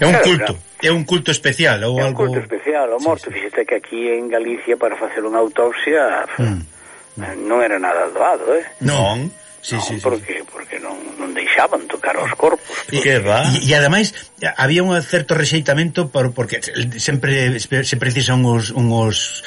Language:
Galician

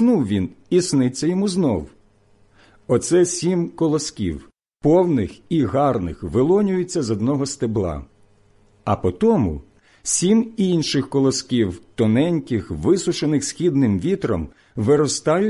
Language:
Ukrainian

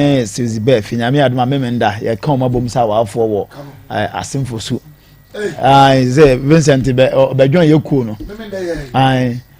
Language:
Akan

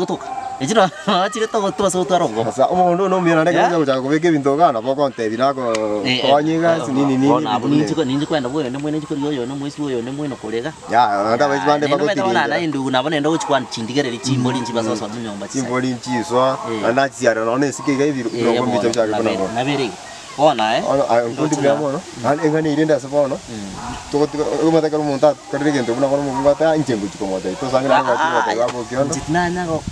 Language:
Gusii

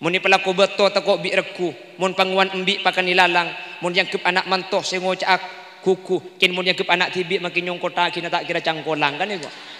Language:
Madurese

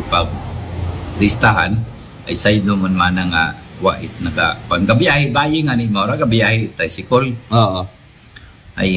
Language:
Aklanon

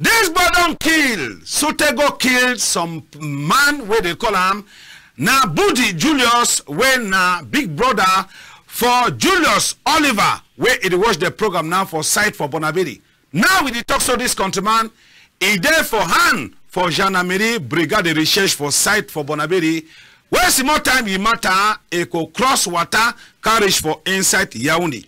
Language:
Cameroon Pidgin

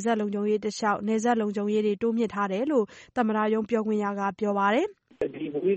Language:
Burmese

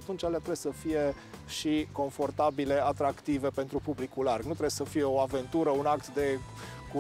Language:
Romanian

